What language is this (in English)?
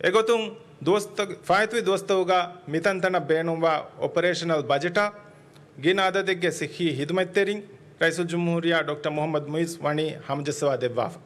Divehi